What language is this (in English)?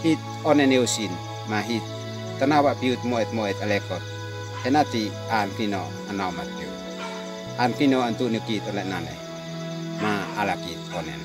Uab Meto